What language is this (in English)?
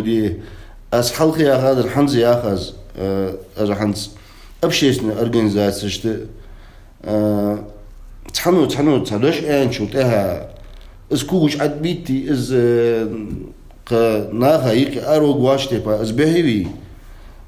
Ingush